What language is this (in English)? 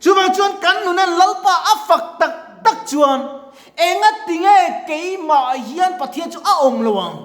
Mizo